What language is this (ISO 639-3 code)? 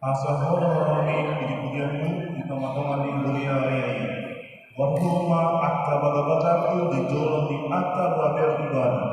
bbc